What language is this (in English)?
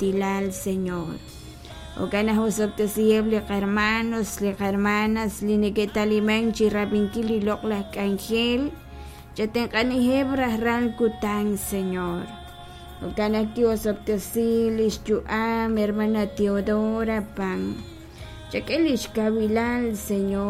Kekchí